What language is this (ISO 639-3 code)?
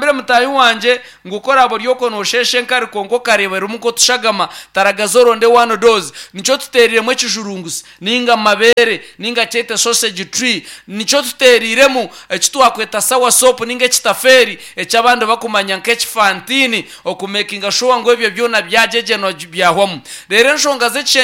nyn